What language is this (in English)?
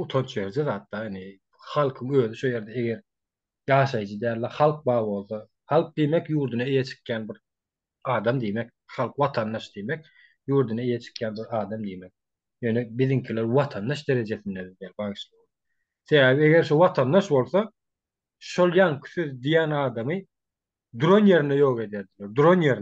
Turkmen